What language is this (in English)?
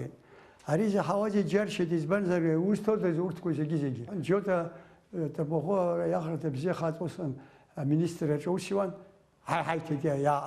Abkhazian